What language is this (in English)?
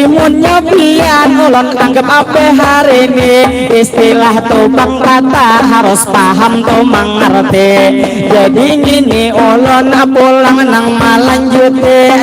Banjar